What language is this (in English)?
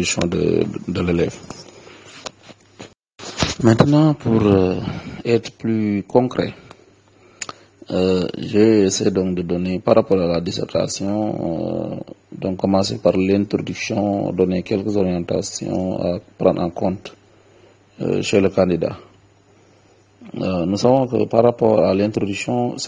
French